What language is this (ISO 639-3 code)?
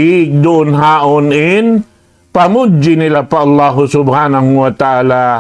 tsg